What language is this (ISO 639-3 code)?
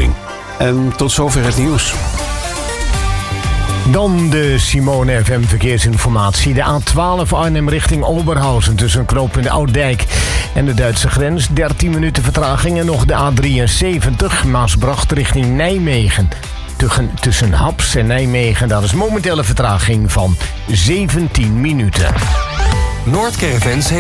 nld